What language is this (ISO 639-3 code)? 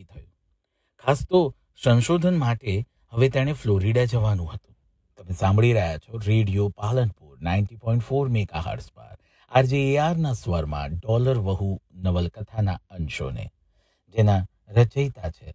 guj